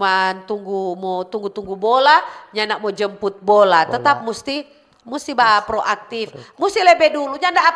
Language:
Manado Malay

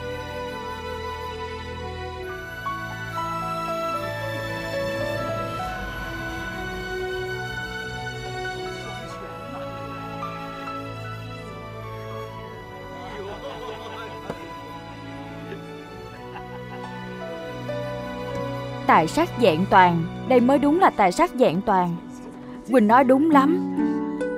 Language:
Vietnamese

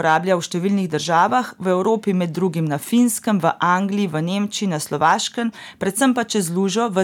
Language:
Slovenian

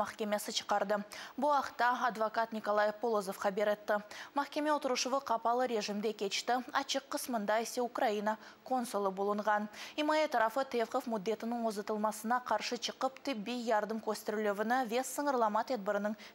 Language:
Crimean Tatar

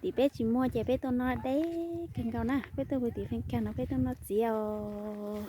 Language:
Hmong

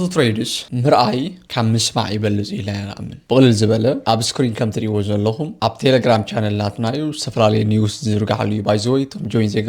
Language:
Tigrinya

